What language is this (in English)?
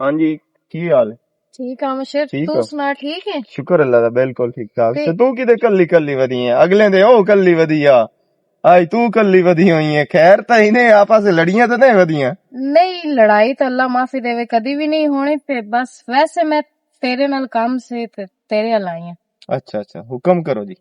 Western Panjabi